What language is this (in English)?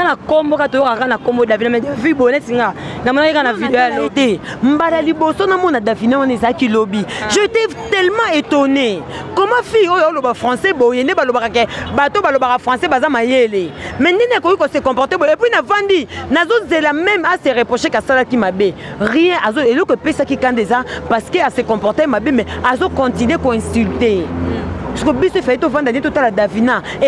Lingala